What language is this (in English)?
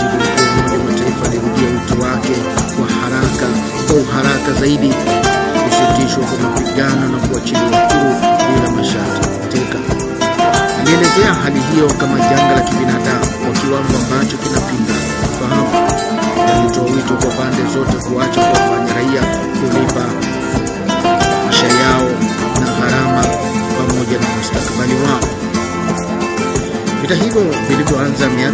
Swahili